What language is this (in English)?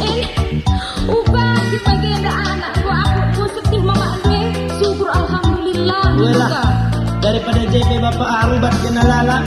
Batak Karo